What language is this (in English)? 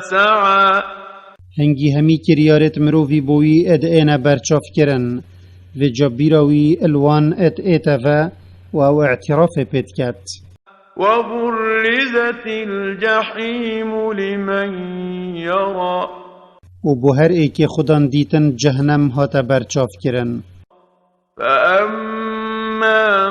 Kurdish